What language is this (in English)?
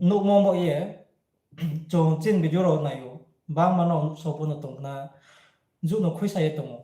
Riang (India)